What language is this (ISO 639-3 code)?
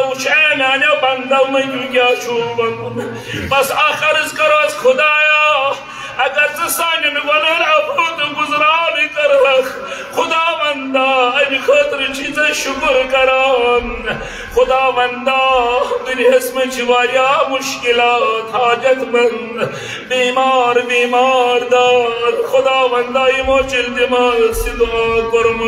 kas